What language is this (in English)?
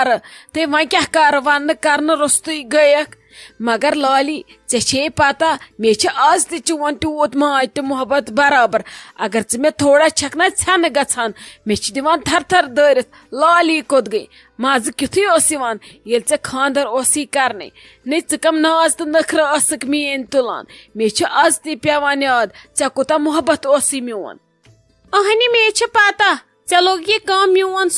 Kashmiri